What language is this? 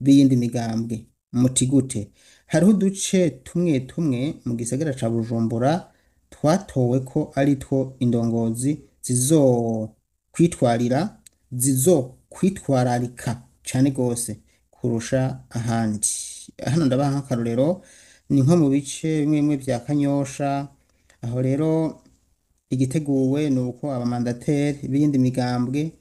Rundi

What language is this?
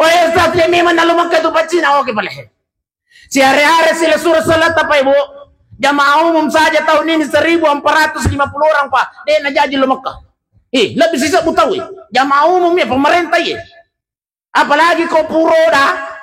Buginese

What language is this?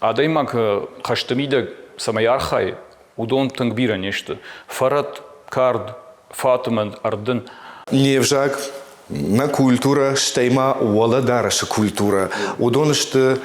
Ossetic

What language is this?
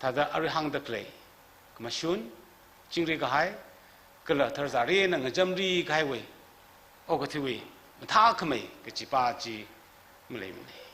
Tangkhul Naga (India)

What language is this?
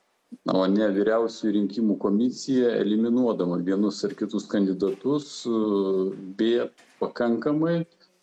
Lithuanian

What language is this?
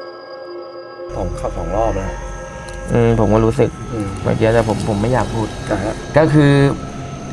Thai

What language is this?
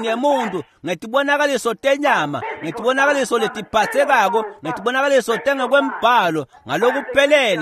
Swati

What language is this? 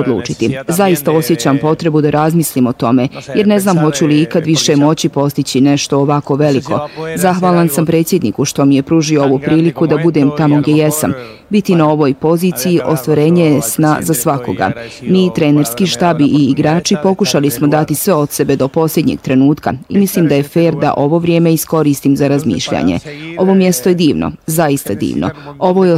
Bosnian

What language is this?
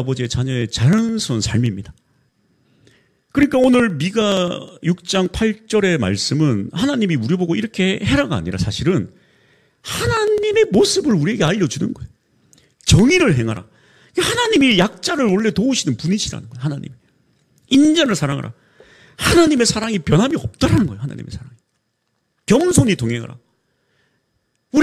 Korean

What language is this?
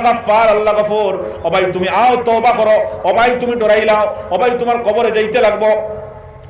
Sylheti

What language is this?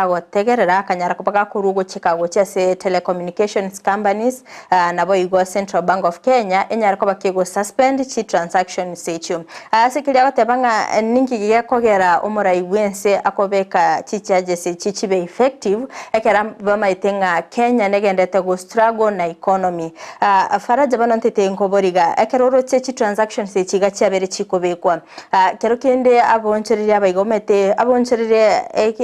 Gusii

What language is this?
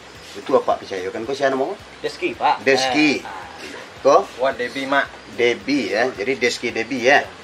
Minangkabau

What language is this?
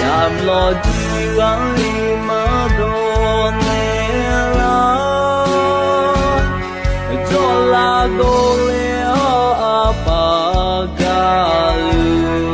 Akha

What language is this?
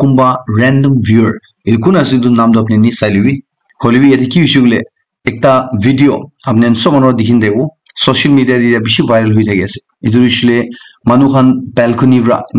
Naga Pidgin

